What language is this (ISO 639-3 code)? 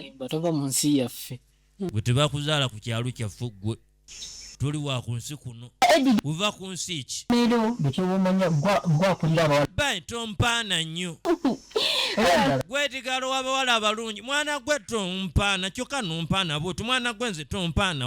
lug